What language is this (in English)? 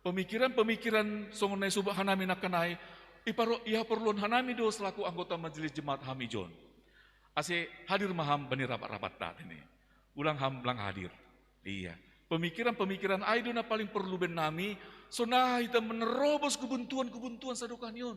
Batak Simalungun